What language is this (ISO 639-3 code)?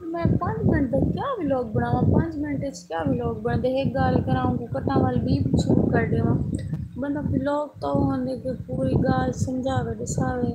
skr